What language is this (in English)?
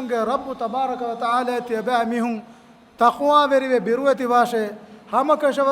Divehi